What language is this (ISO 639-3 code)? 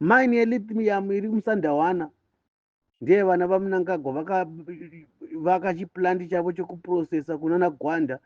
sna